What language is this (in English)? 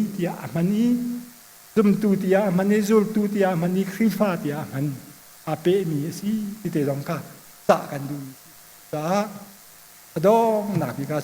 Hakha Chin